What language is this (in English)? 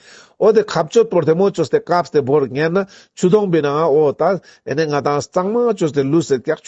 Ladakhi